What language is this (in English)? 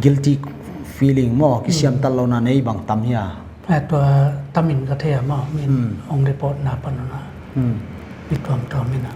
Paite Chin